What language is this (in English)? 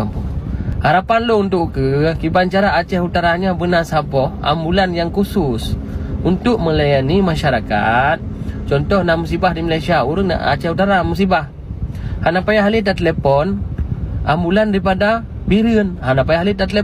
Achinese